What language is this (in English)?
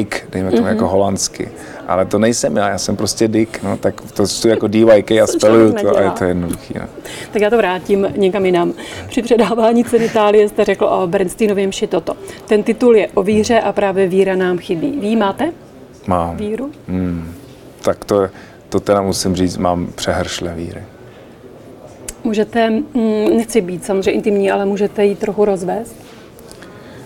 Czech